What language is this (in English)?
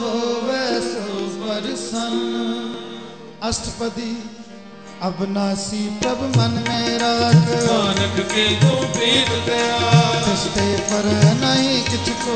Punjabi